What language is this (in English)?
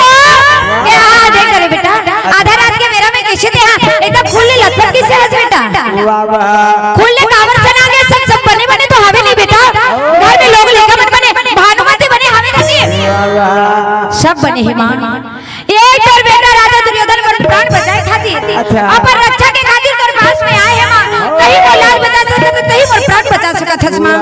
Chhattisgarhi